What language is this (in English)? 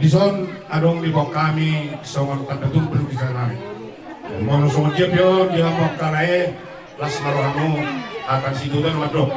Batak Toba